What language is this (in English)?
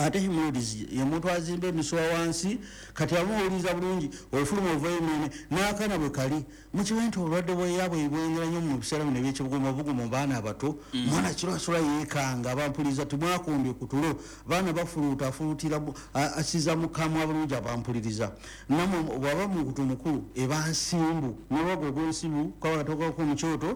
Ganda